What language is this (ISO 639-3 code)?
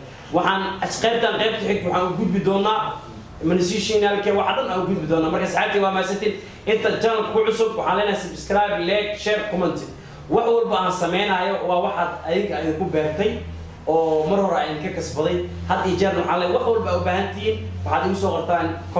som